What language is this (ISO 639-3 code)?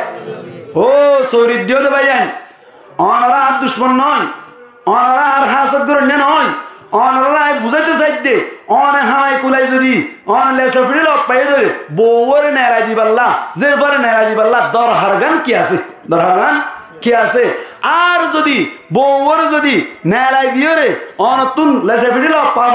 rhg